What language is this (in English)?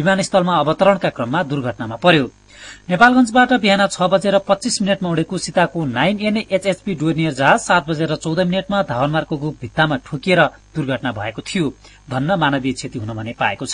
Nepali